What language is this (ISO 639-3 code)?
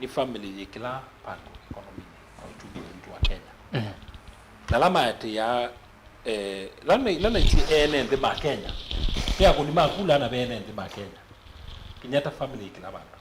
kam